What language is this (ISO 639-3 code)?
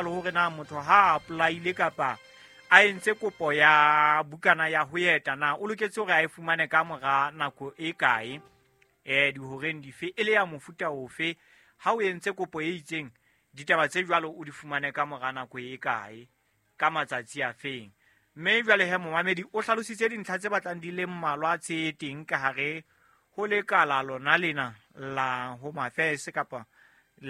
sot